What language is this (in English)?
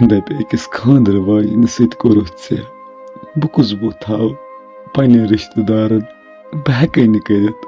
Kashmiri